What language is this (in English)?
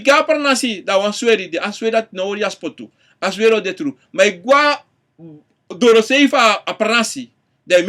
Sranan Tongo